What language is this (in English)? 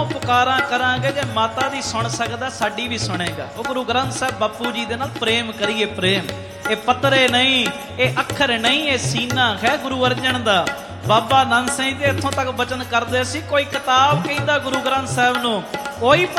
Punjabi